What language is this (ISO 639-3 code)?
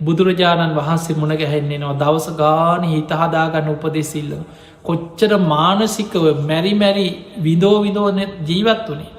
sin